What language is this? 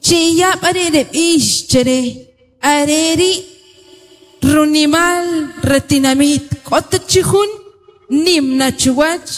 Kaqchikel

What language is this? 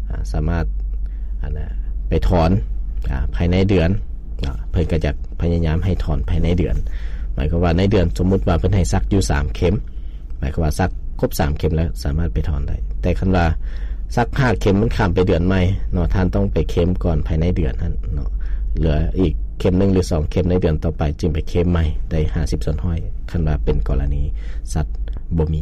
Lao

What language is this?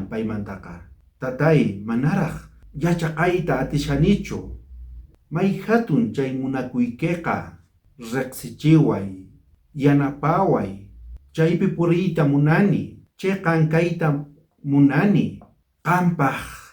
South Bolivian Quechua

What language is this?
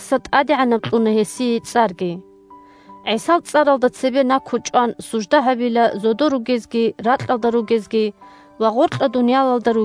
Avaric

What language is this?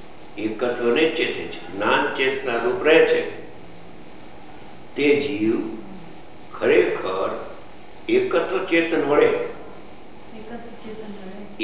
Gujarati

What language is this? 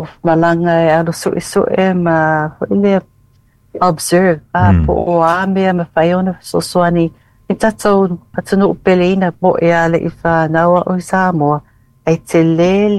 Samoan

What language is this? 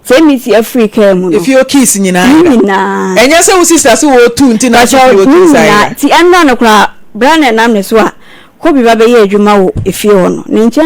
Akan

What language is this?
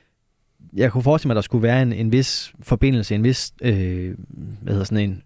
Danish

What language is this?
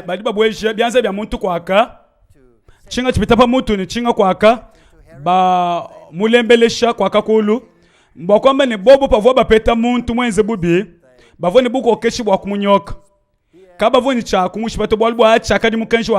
Luba-Lulua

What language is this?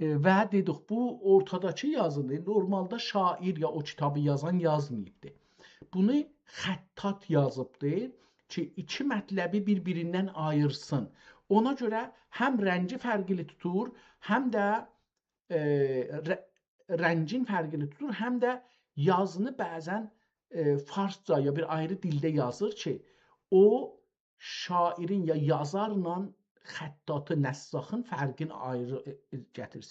South Azerbaijani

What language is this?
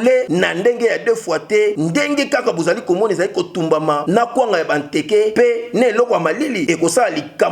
Lingala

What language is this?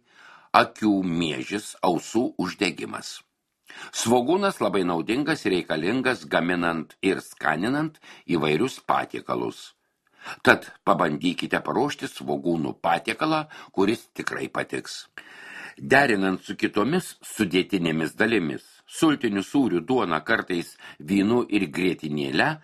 Lithuanian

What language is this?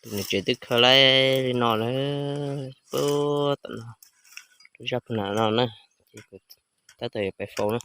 Hmong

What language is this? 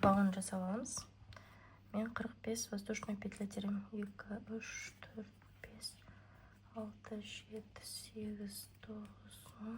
Kazakh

